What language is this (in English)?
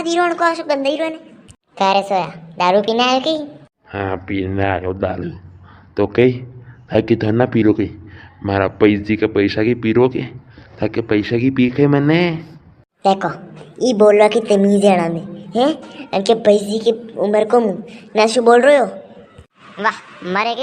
Rajasthani